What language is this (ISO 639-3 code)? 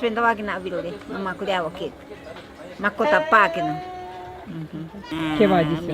prq